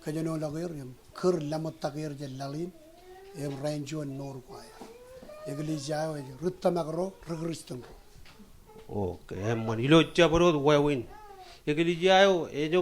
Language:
Marshallese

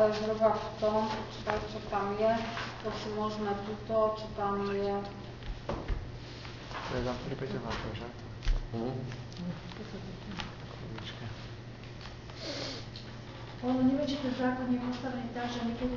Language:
Slovak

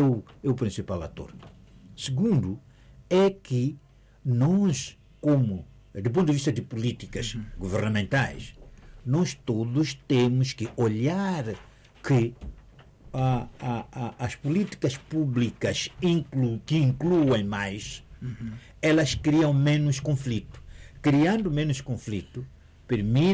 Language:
Portuguese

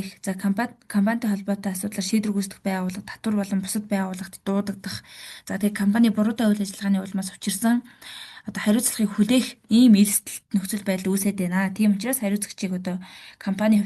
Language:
Mongolian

